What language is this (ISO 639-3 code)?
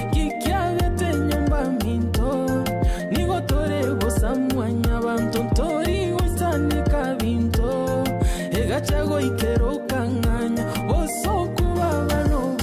guz